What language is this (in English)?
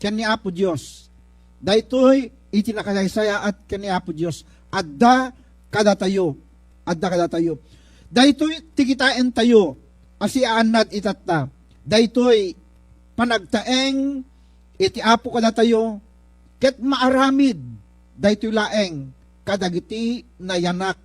Iloko